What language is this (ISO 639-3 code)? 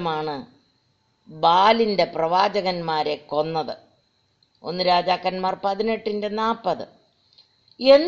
mal